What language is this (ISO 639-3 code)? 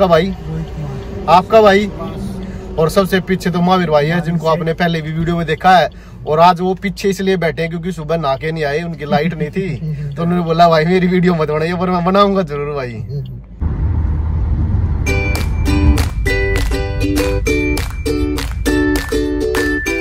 hin